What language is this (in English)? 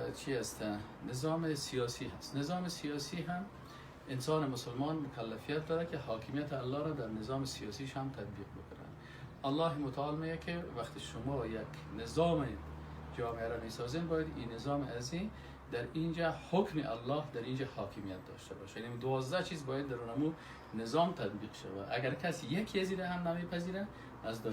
Persian